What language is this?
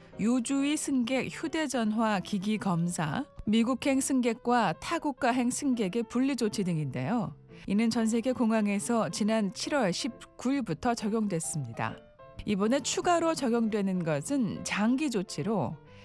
Korean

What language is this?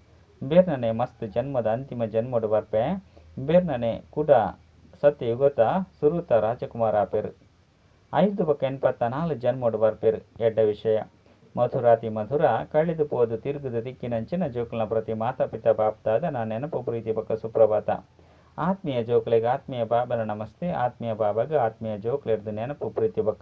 Tulu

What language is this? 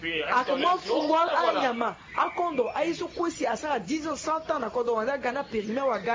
Sango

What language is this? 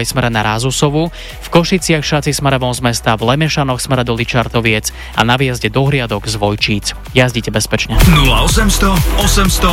Slovak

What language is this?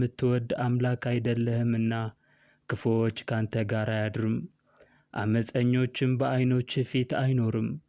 Amharic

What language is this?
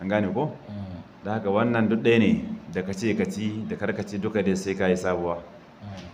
Hausa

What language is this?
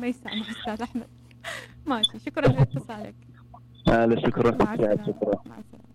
Mesopotamian Arabic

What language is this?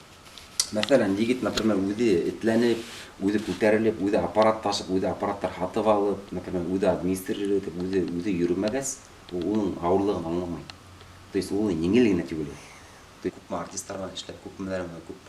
Bashkir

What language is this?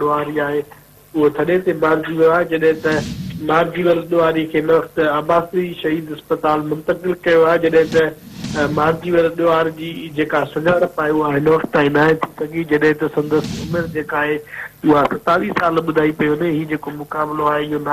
Sindhi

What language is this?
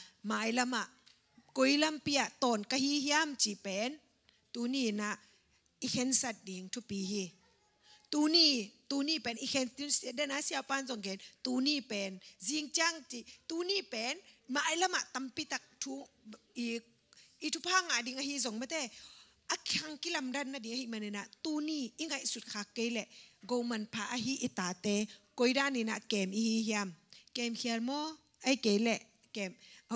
Tedim Chin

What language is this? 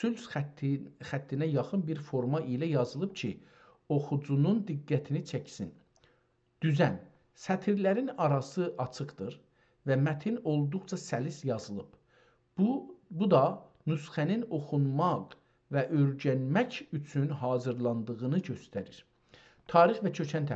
South Azerbaijani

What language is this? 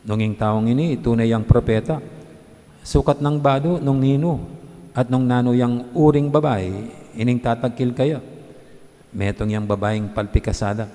Pampanga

